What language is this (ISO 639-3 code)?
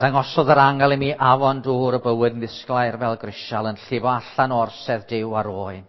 cym